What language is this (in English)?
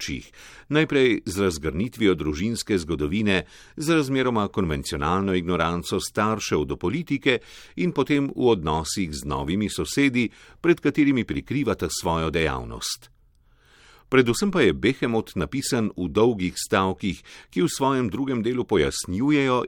Slovenian